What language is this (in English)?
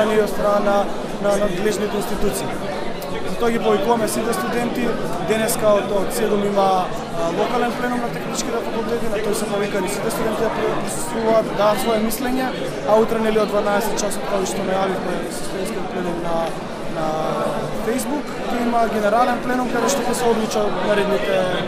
Macedonian